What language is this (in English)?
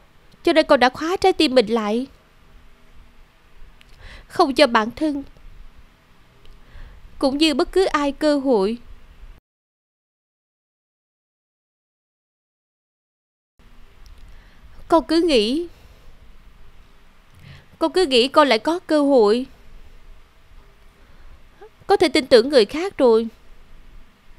Vietnamese